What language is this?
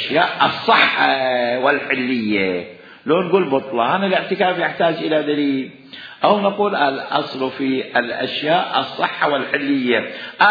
Mesopotamian Arabic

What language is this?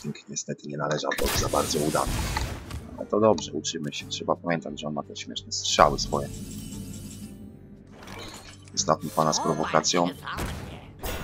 Polish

